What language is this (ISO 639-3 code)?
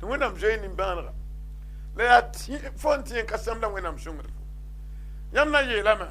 mos